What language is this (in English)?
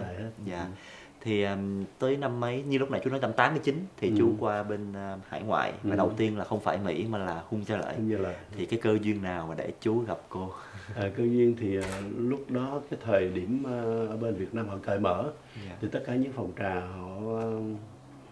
Vietnamese